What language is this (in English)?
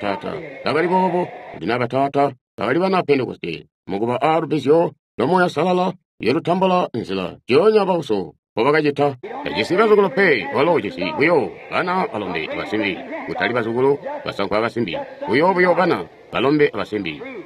Tonga (Zambia)